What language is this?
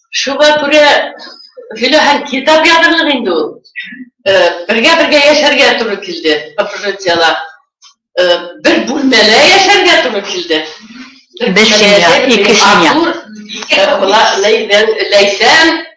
Bashkir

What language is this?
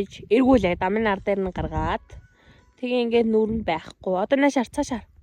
Mongolian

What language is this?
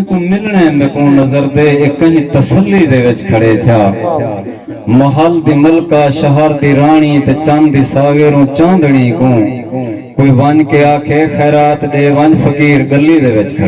Saraiki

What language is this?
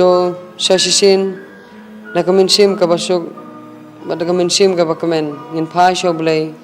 Khasi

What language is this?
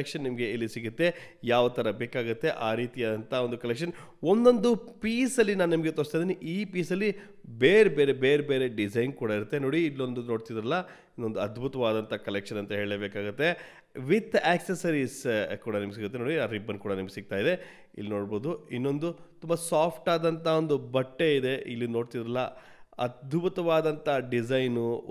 Kannada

